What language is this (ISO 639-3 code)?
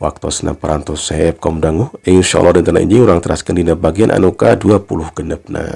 sun